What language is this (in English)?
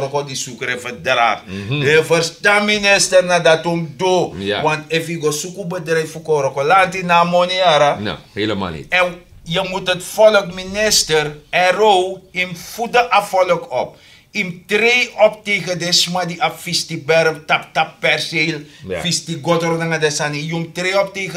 Sranan Tongo